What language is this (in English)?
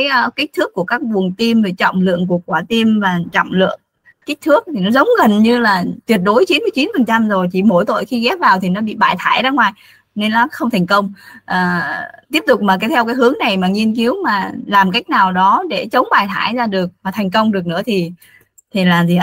Vietnamese